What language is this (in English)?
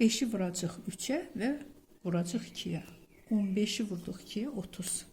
Azerbaijani